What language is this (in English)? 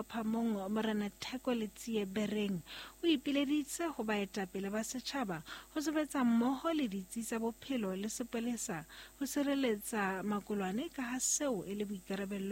Southern Sotho